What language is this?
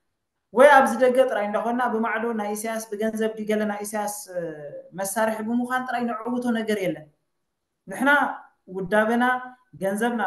Tigrinya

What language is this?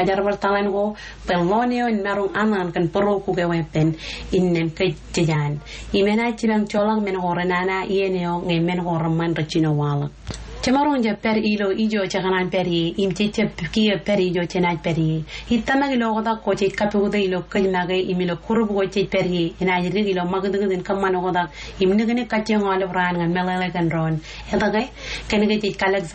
Marshallese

